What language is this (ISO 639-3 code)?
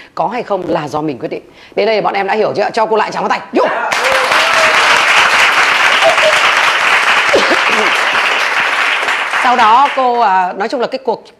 vie